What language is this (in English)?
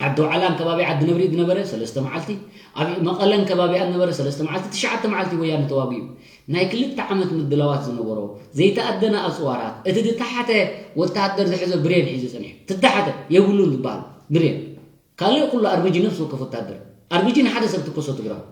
Tigrinya